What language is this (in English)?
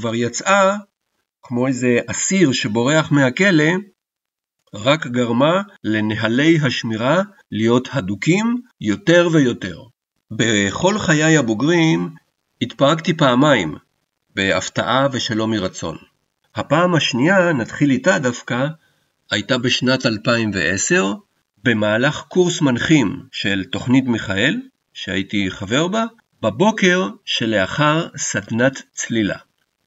Hebrew